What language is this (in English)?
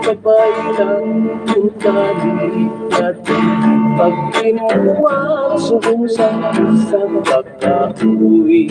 Hiligaynon